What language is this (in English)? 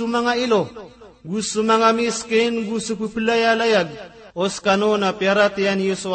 Maranao